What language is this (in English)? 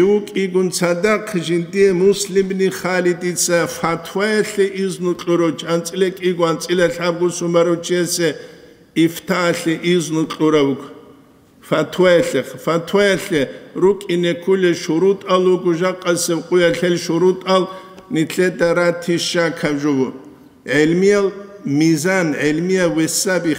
Avaric